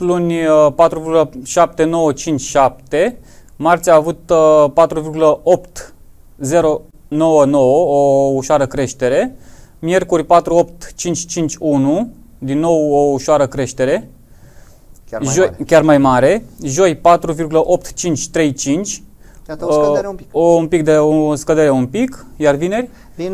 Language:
Romanian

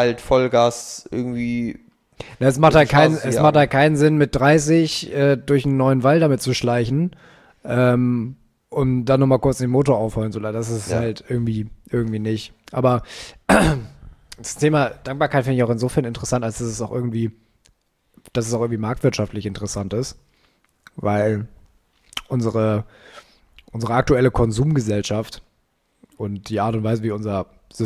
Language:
German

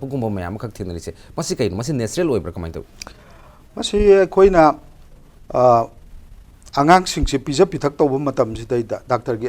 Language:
Manipuri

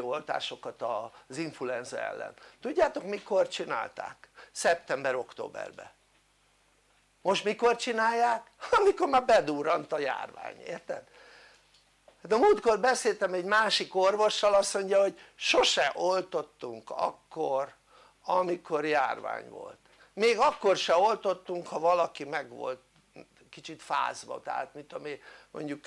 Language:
Hungarian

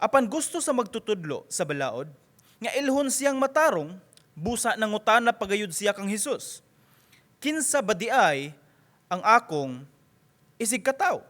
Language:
Cebuano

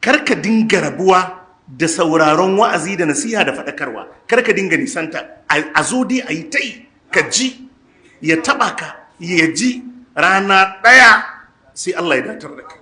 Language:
Hausa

